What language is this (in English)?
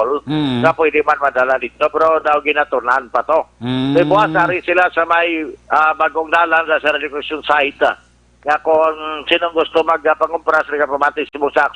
Hiligaynon